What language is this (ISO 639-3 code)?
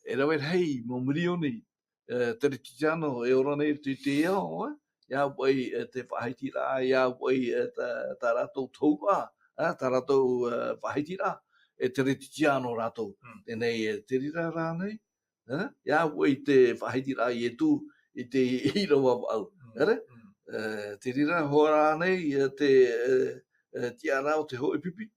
tah